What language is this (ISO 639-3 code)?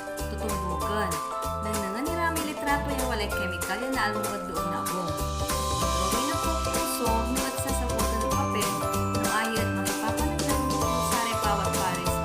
pag